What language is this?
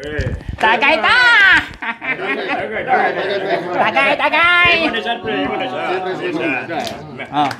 Cebuano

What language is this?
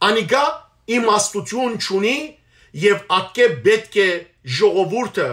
Western Armenian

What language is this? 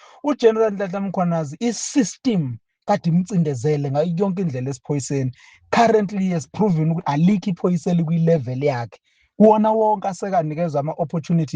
Zulu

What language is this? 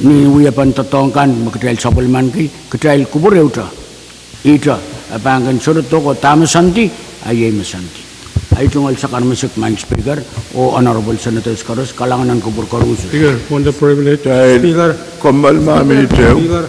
Pohnpeian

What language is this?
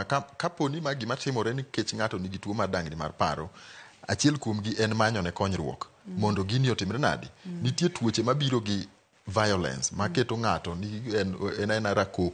Luo (Kenya and Tanzania)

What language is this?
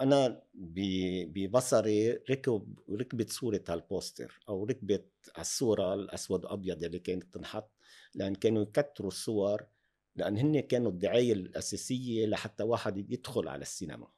North Levantine Arabic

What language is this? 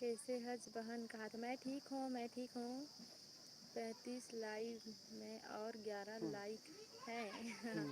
Chhattisgarhi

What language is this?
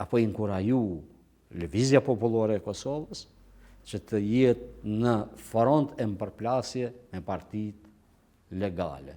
Albanian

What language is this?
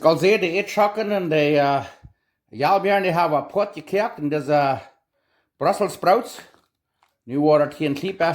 Plautdietsch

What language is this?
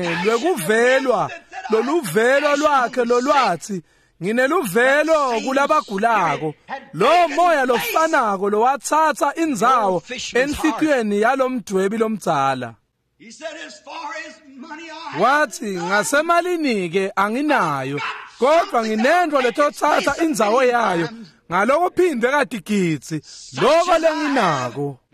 Swati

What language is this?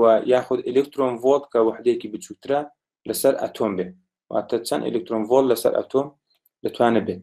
Central Kurdish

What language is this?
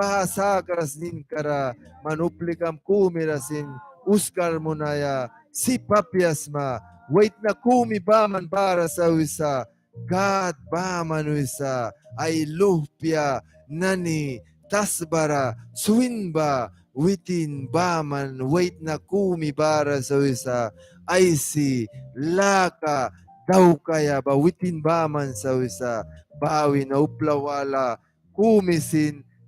Mískito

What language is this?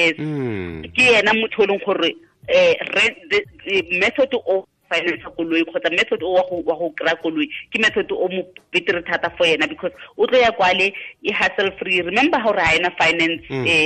Tswana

